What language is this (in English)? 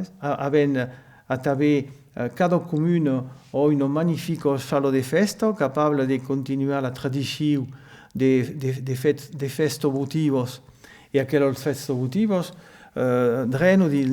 Occitan